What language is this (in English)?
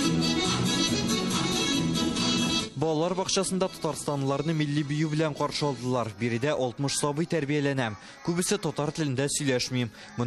Tatar